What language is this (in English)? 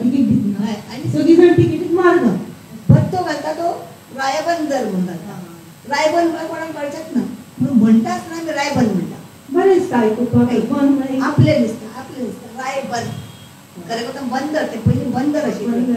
Konkani